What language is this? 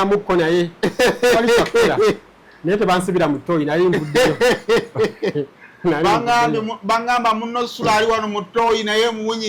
Ganda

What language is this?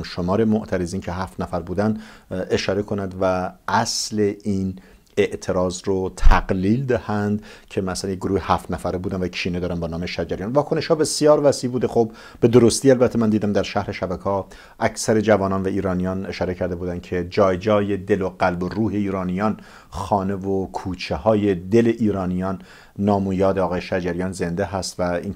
Persian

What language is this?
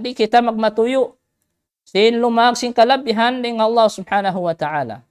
Tausug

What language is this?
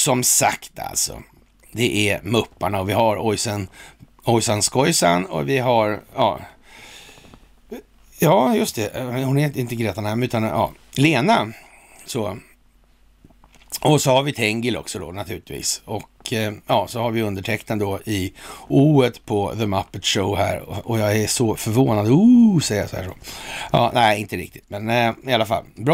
Swedish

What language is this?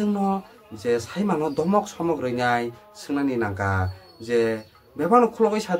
Kok Borok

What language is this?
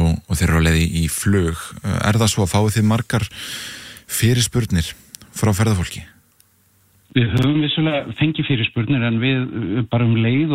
Icelandic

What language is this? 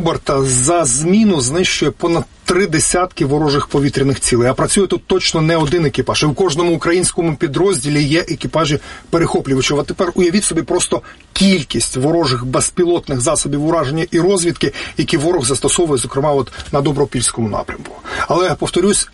Ukrainian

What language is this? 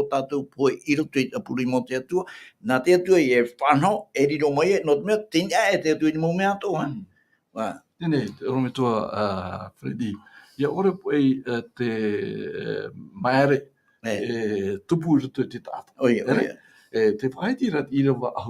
Tahitian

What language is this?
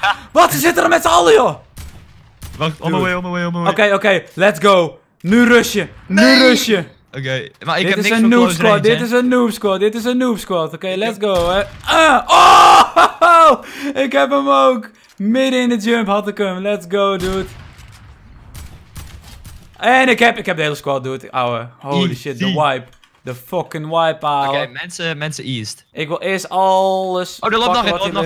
Dutch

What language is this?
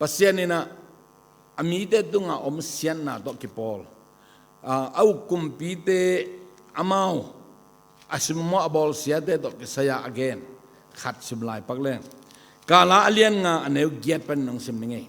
Tedim Chin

